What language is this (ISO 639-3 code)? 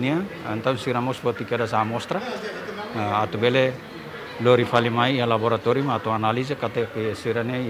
tet